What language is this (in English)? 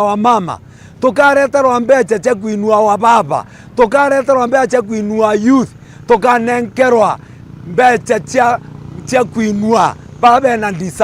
Meru